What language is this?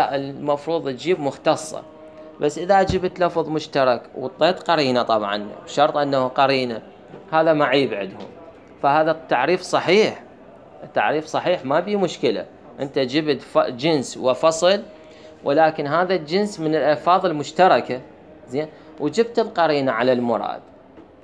Mesopotamian Arabic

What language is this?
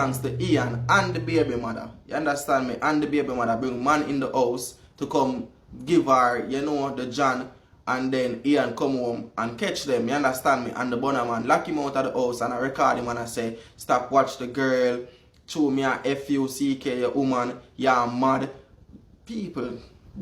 Jamaican Creole English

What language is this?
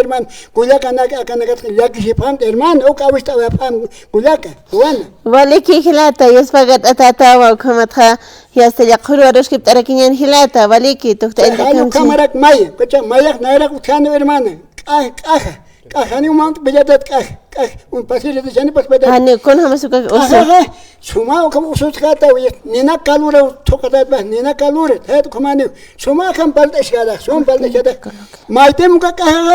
Aymara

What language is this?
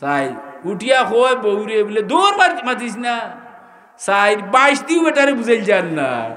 Sylheti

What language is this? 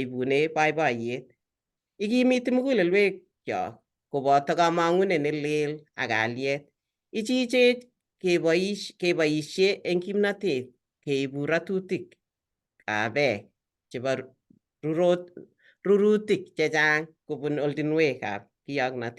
Kalenjin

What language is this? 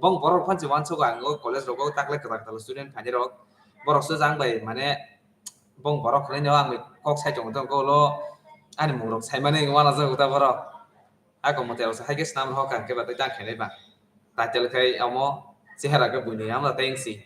Kok Borok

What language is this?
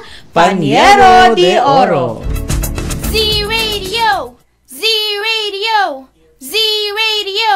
Cebuano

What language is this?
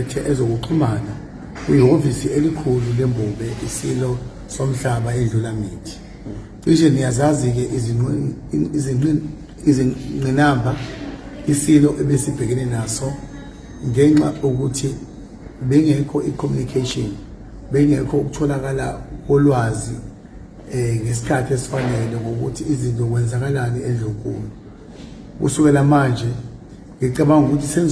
Zulu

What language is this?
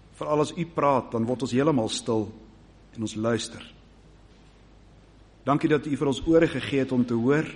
Afrikaans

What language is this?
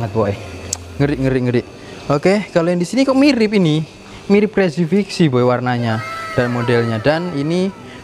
Indonesian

